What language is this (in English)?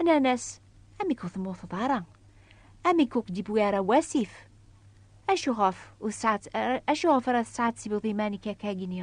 Kabyle